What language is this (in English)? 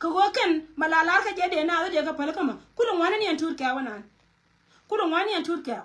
Nuer